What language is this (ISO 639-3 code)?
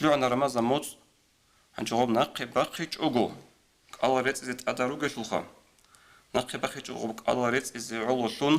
ava